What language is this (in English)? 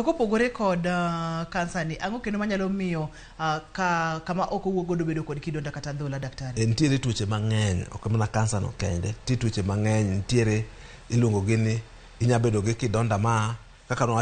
Luo (Kenya and Tanzania)